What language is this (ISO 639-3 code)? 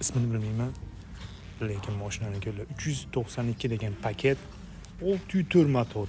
uzb